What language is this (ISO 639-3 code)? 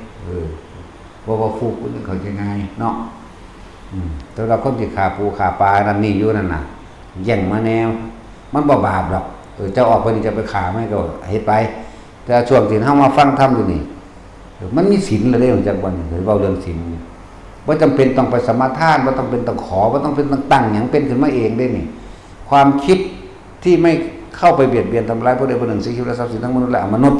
tts